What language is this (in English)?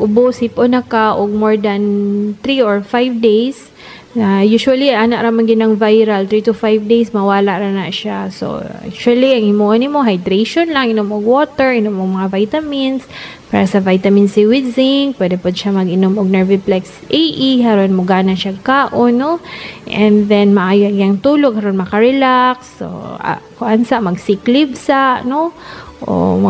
Cebuano